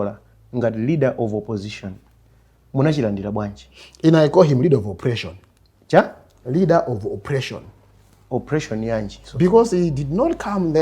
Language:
Nyanja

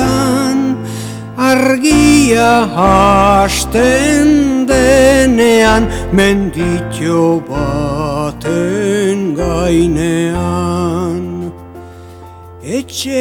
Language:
Basque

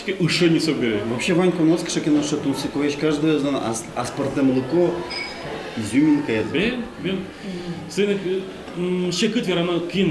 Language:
Udmurt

